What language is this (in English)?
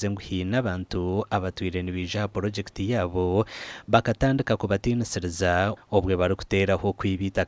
Nyankole